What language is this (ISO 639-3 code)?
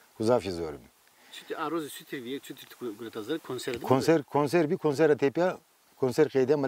zza